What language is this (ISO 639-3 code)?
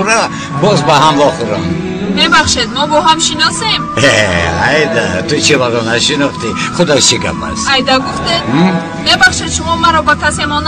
tgk